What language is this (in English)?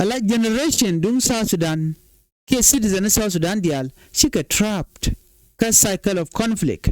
Nuer